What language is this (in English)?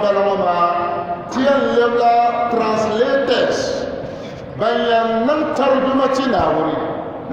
Dagbani